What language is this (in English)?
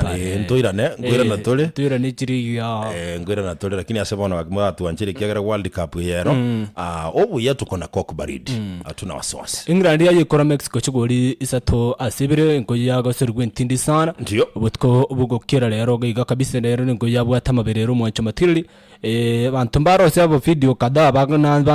Gusii